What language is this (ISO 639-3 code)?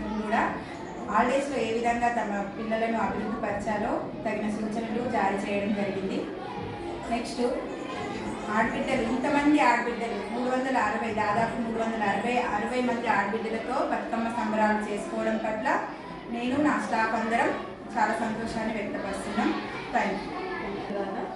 tel